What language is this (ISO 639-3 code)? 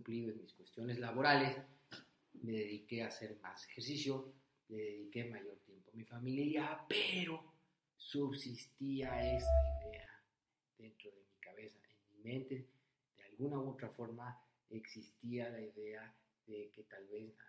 spa